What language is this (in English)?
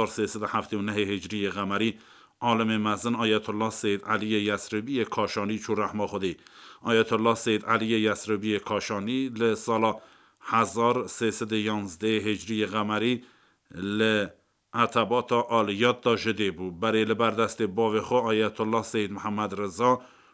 Kurdish